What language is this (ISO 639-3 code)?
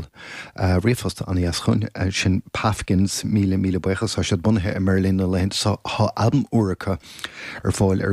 gle